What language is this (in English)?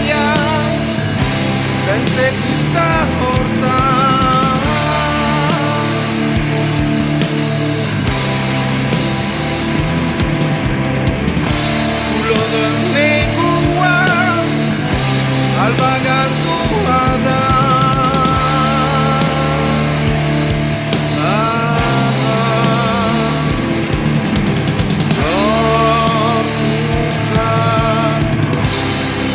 Basque